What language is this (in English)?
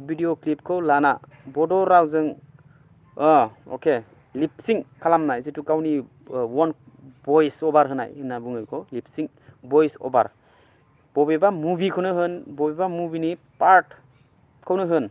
Bodo